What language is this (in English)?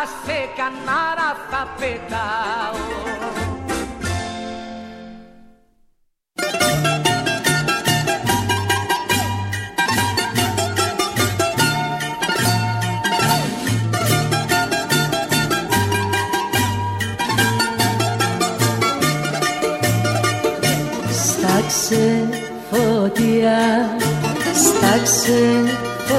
Greek